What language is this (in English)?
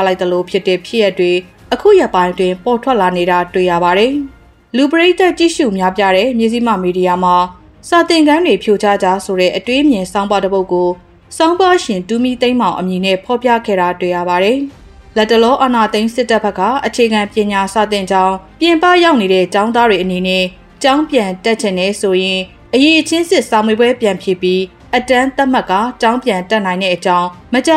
Burmese